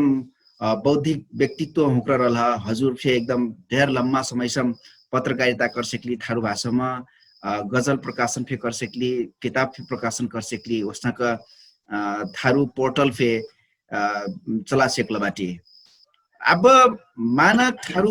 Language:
Dangaura Tharu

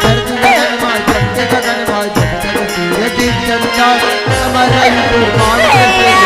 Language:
Chhattisgarhi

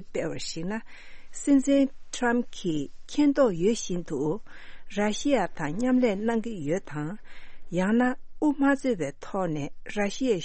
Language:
Tibetan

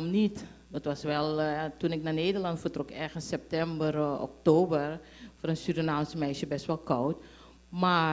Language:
Dutch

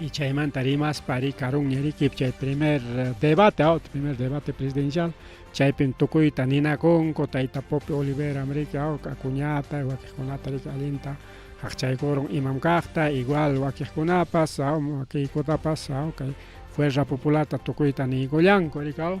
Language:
Ayacucho Quechua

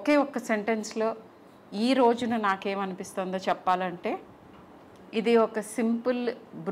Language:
Telugu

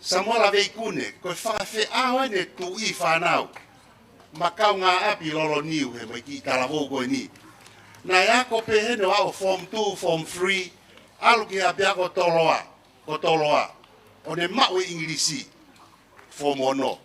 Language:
Tongan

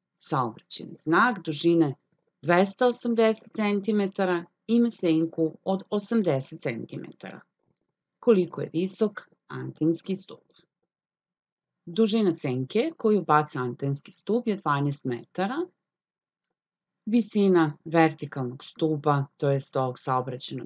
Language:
Serbian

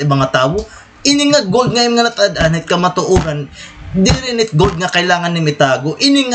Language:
Waray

